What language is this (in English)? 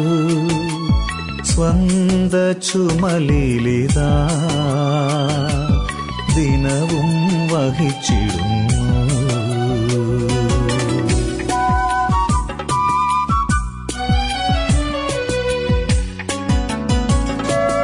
Malayalam